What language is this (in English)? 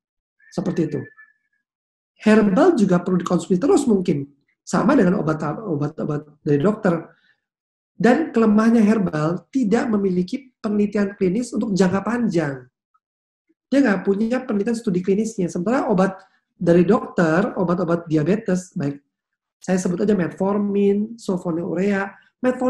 Indonesian